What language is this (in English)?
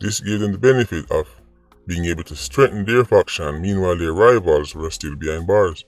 Jamaican Creole English